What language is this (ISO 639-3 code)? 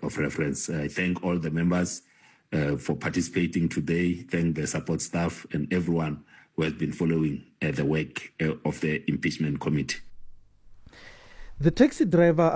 eng